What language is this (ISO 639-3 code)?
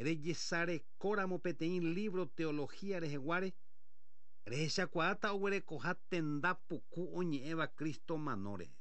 grn